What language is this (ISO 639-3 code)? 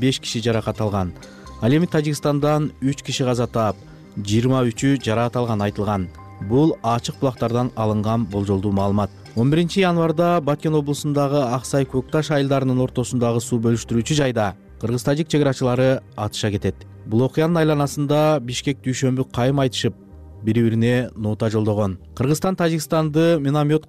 kir